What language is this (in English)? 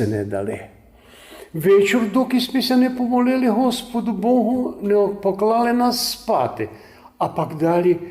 Rusyn